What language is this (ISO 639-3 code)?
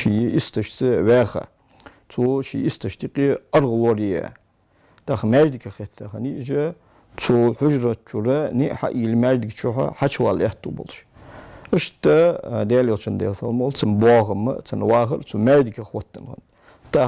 inh